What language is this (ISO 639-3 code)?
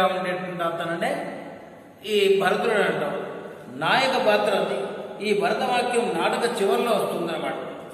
tel